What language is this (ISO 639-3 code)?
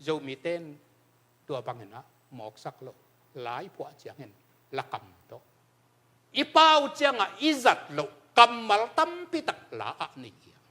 ctd